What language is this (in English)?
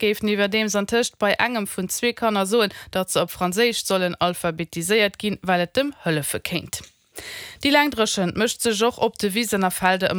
Luxembourgish